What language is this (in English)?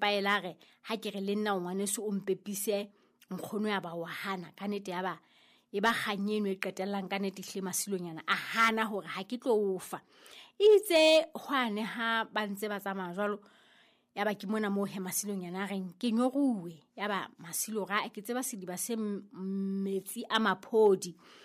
Southern Sotho